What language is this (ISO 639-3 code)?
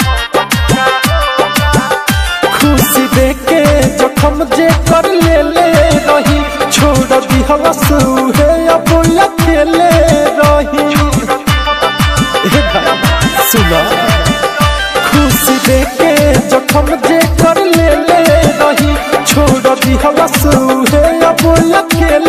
bho